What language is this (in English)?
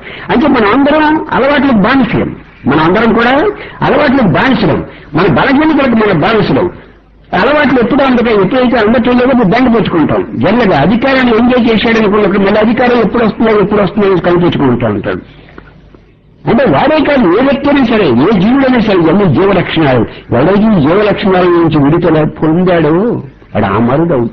Telugu